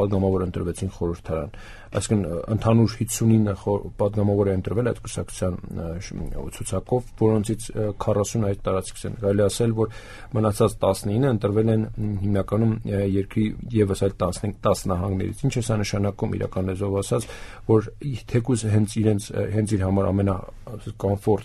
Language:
Armenian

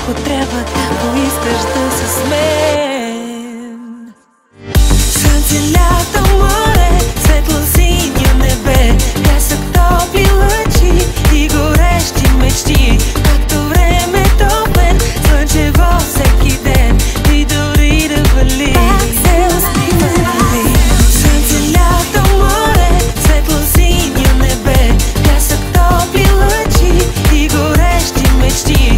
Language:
Bulgarian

